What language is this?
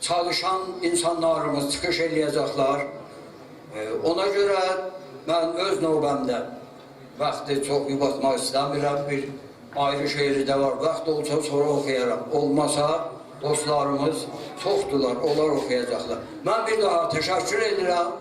South Azerbaijani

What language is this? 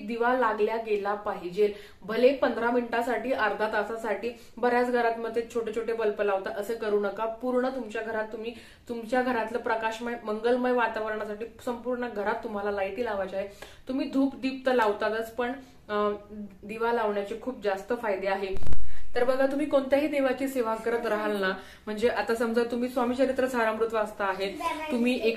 Marathi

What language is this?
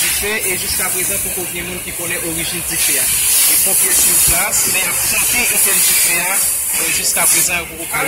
Haitian Creole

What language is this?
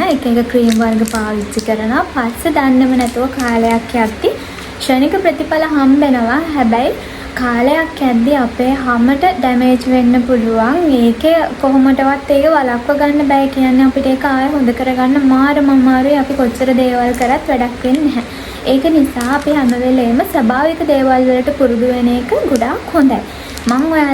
Sinhala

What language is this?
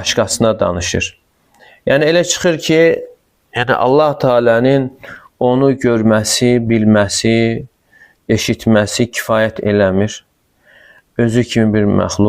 Azerbaijani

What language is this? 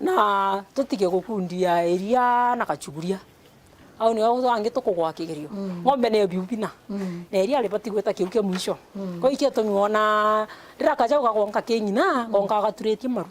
Meru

